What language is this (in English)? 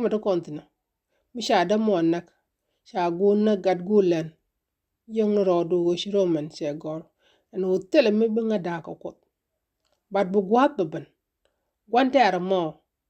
Nuer